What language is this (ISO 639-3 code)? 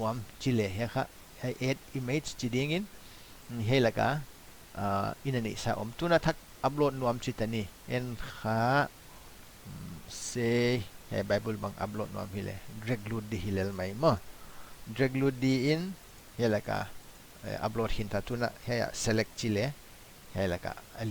pck